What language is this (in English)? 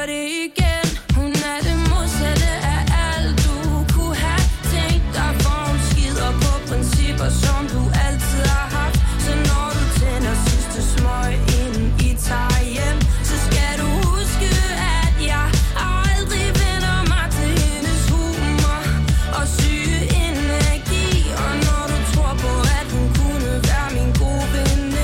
Danish